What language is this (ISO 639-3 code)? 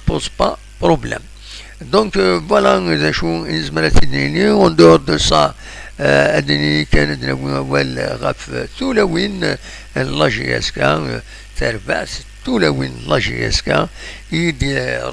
kab